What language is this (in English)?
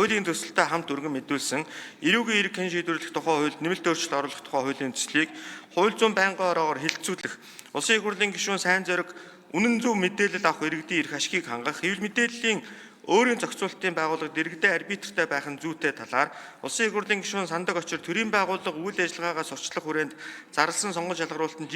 Mongolian